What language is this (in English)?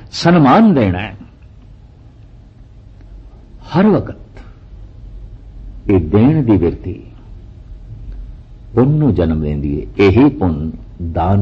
Punjabi